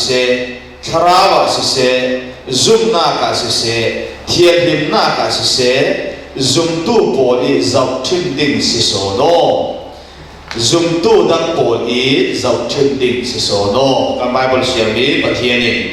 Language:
Falam Chin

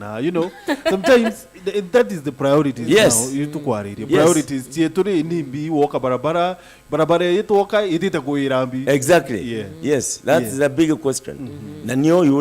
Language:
Meru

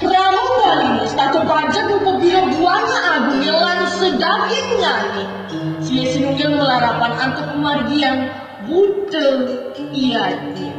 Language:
Balinese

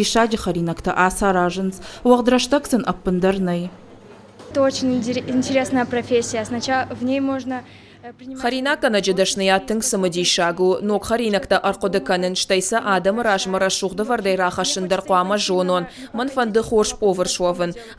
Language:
Ossetic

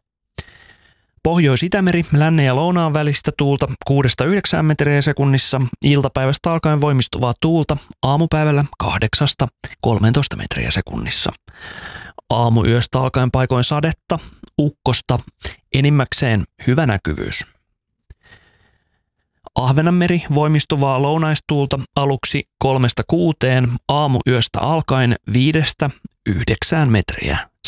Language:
Finnish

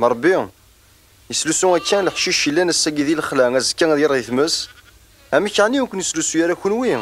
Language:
Kabyle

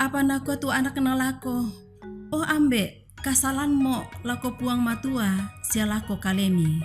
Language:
Toraja-Sa'dan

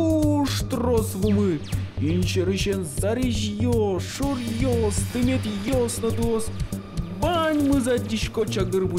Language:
Udmurt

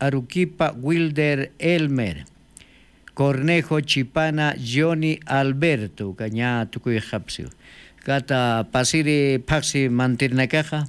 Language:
Aymara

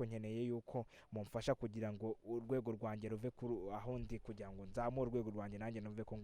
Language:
Kinyarwanda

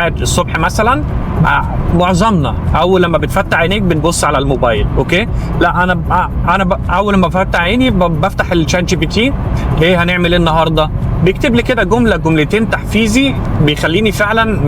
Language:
Egyptian Arabic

